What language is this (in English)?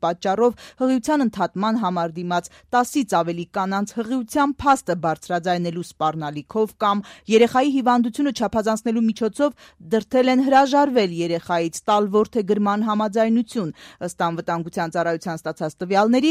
Armenian